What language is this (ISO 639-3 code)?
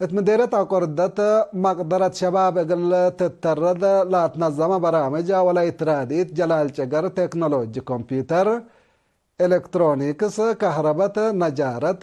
tig